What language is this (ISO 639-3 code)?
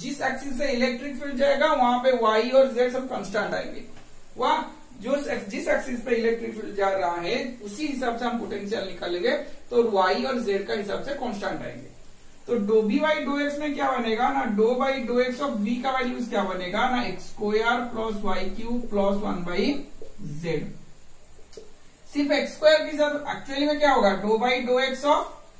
hin